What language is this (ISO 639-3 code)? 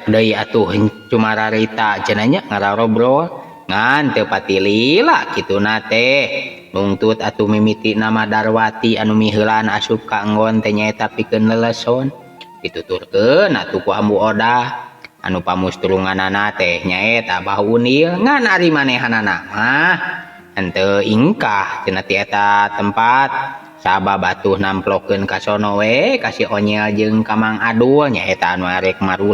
sun